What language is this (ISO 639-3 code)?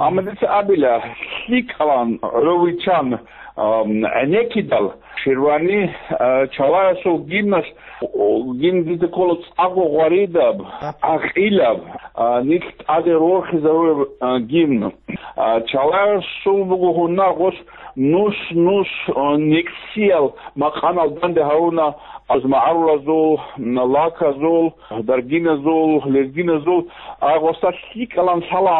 ava